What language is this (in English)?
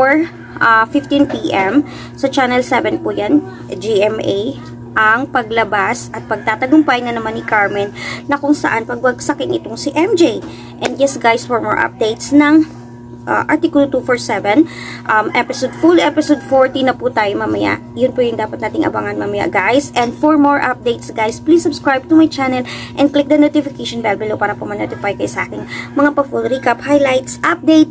Filipino